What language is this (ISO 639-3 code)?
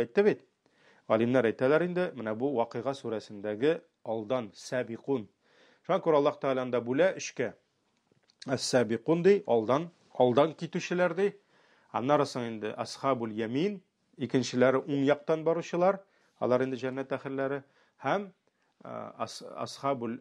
tat